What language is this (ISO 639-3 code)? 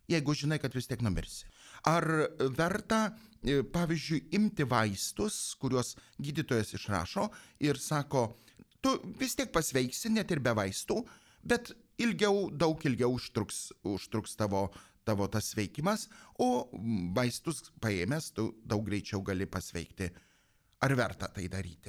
lit